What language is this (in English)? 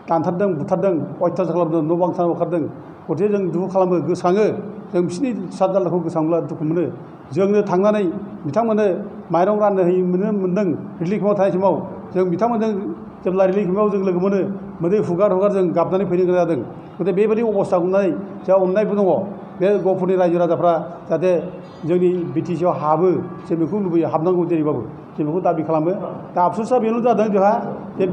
Bodo